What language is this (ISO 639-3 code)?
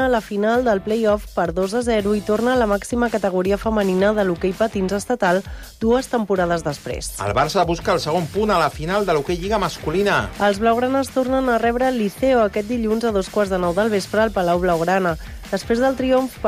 cat